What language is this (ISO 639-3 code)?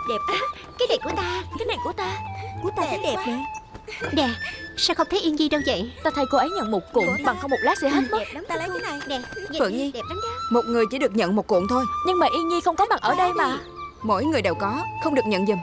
vie